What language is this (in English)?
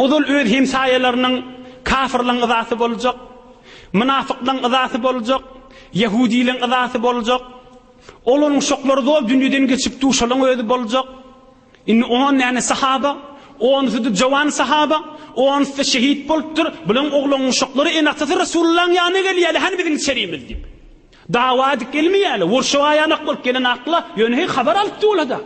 Turkmen